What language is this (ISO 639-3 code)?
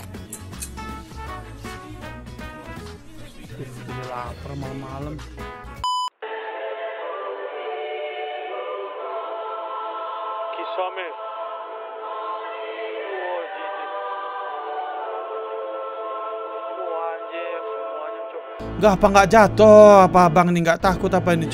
ind